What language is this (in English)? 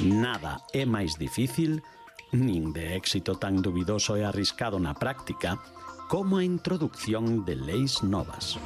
Galician